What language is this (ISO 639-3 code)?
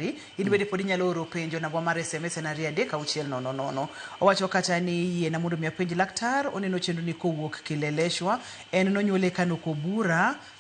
luo